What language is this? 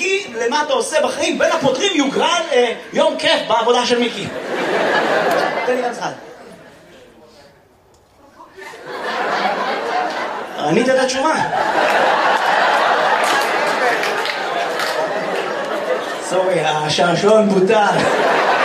Hebrew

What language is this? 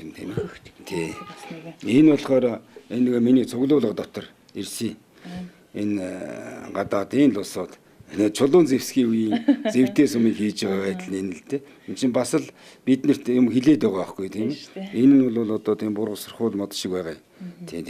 Mongolian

